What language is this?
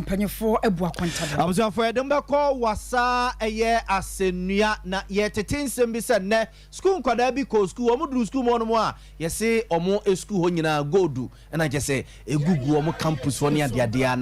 Akan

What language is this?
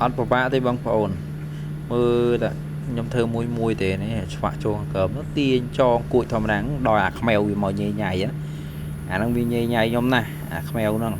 Khmer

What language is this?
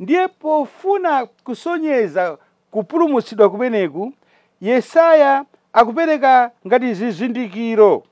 Nyanja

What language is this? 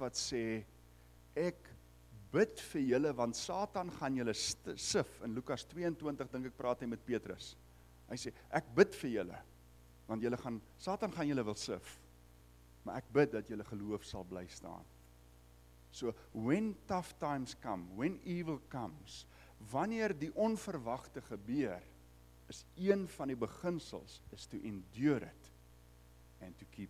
Afrikaans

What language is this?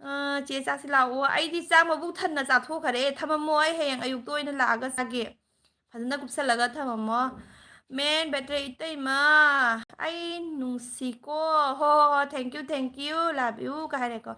Manipuri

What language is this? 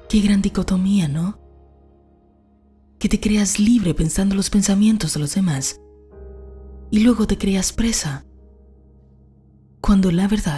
Spanish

